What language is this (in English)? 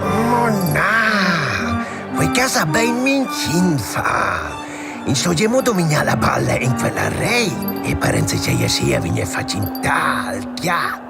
Romansh